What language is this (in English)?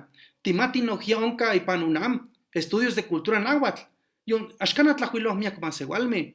Eastern Huasteca Nahuatl